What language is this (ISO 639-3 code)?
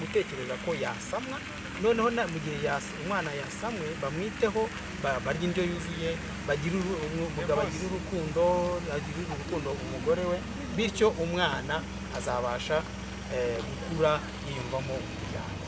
kin